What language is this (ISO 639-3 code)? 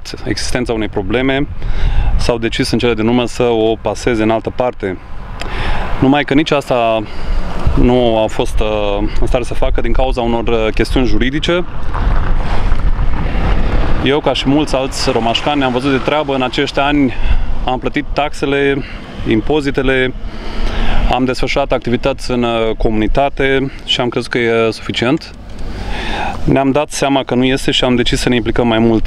ron